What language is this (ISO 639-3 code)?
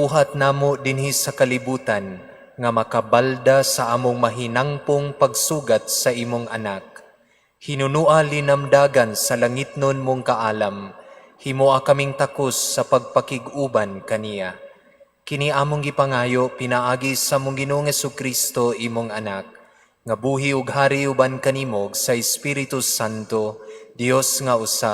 ceb